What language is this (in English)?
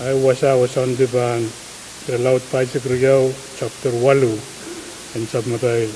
Pohnpeian